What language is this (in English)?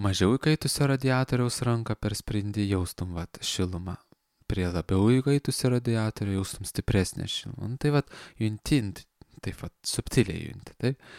Lithuanian